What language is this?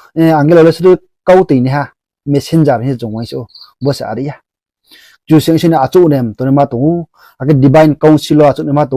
Riang (India)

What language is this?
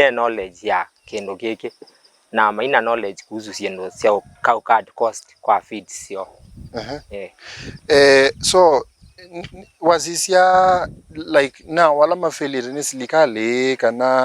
Kamba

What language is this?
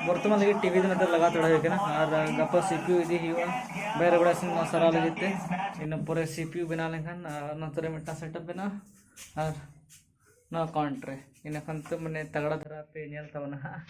Santali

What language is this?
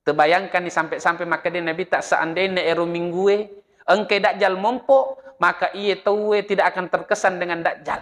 Buginese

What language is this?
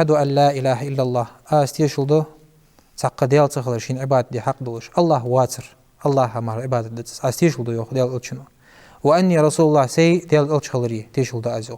Ingush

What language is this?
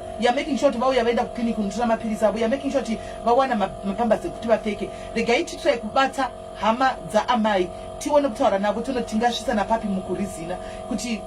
Shona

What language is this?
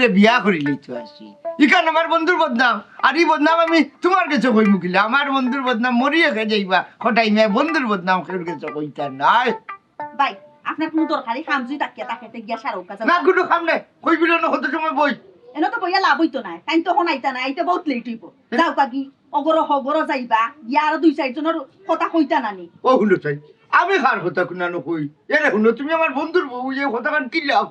Sylheti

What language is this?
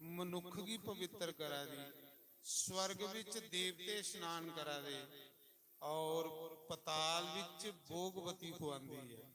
Dogri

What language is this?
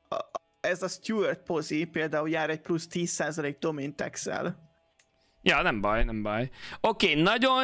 Hungarian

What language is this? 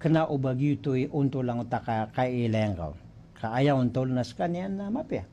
Maranao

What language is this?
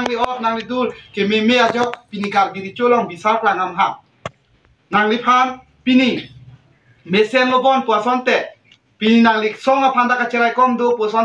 Karbi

